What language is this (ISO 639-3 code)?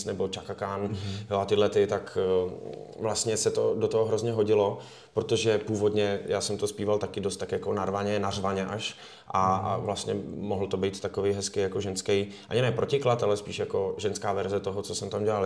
ces